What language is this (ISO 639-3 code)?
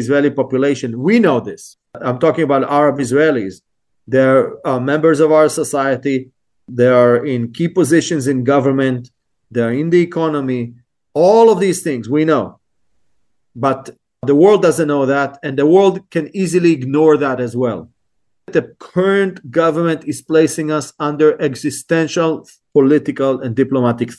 eng